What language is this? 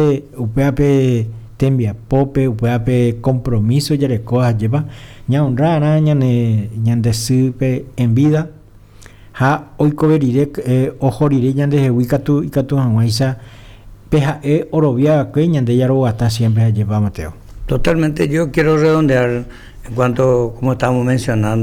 Guarani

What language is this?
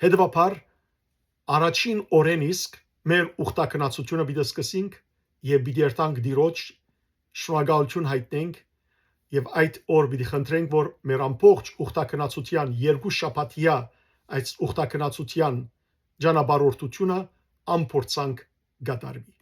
Western Armenian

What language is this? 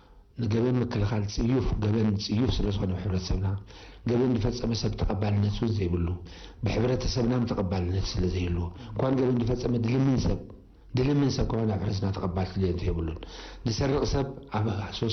Tigrinya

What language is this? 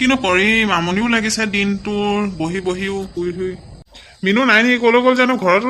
Assamese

